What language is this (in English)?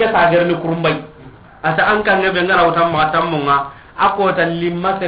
Soninke